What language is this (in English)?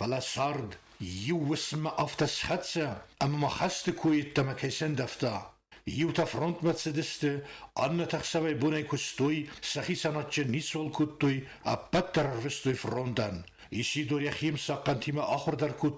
Ossetic